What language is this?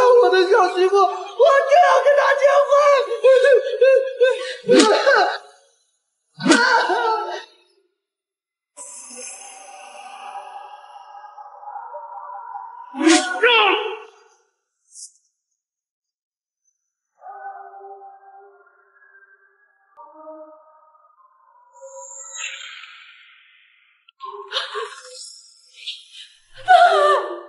Chinese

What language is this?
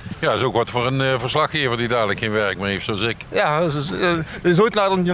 Limburgish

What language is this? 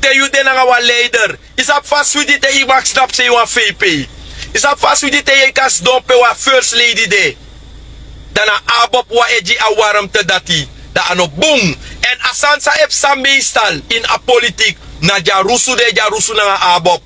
Sranan Tongo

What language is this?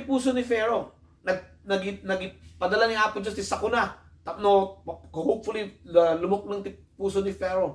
Iloko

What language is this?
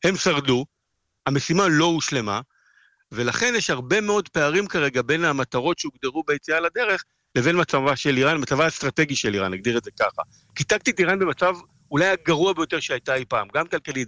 Hebrew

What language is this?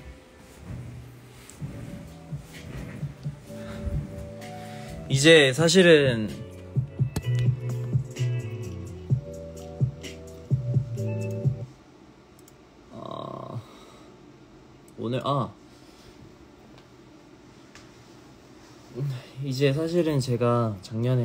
Korean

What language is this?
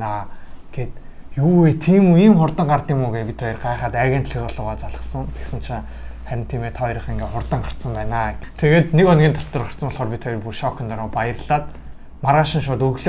Mongolian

